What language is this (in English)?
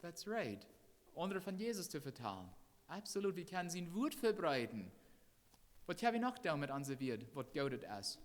Plautdietsch